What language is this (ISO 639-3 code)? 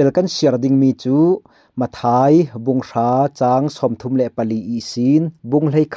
cfm